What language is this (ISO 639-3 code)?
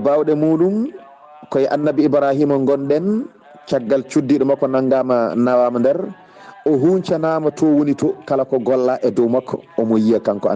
ful